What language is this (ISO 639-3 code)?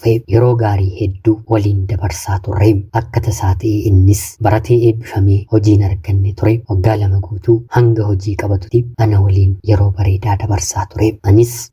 orm